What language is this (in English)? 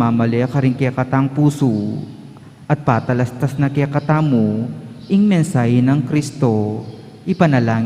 Pampanga